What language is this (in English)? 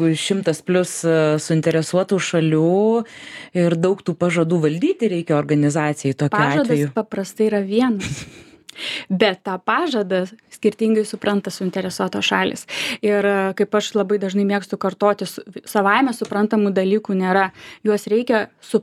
Lithuanian